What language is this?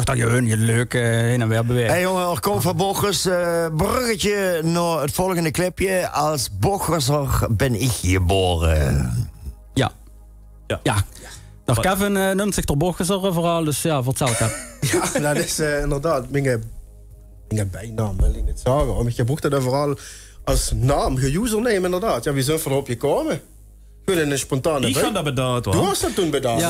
Limburgish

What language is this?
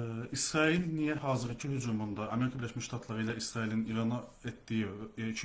Azerbaijani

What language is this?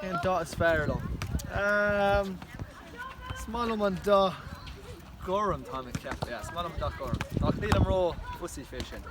Irish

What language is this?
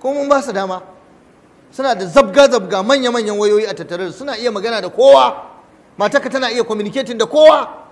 Hausa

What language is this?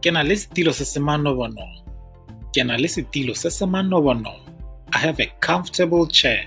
Tswana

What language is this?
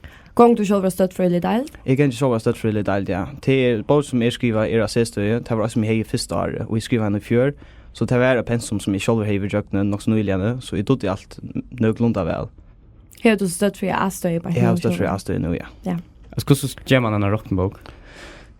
Faroese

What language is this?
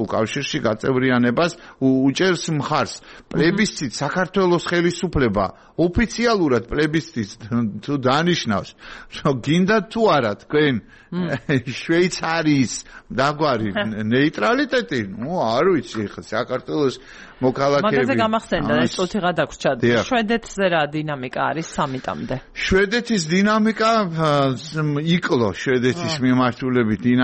Georgian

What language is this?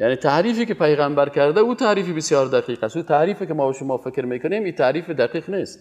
Persian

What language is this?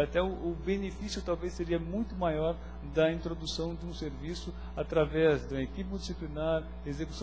Portuguese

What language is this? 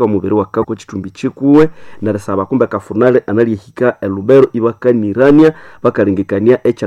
Nande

